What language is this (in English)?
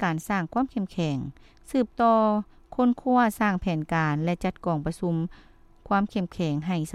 Lao